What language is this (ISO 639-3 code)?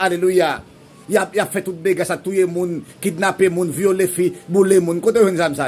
hat